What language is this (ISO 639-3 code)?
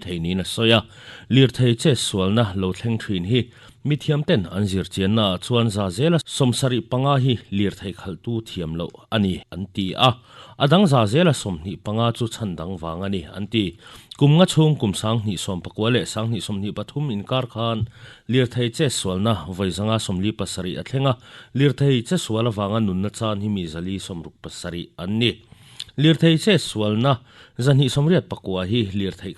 lus